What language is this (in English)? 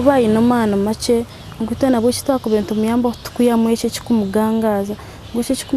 Nyankole